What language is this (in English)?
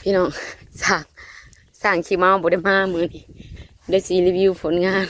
Northeastern Thai